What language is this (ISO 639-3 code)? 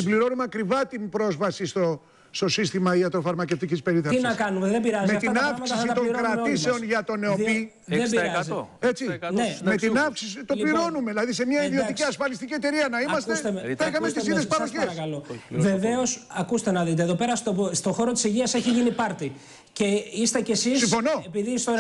ell